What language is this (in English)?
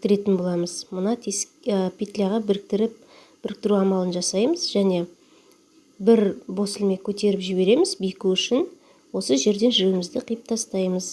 Kazakh